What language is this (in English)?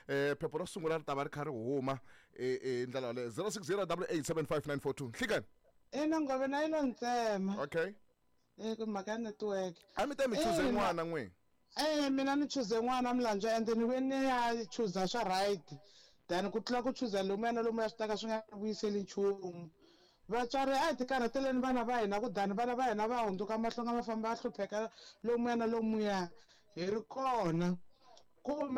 Tsonga